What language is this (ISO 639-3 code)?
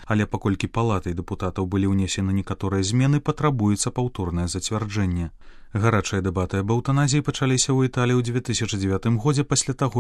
bel